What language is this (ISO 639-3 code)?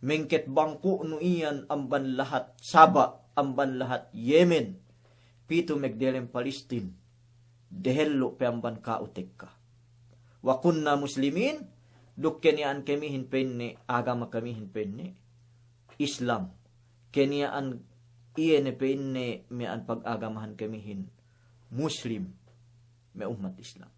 yka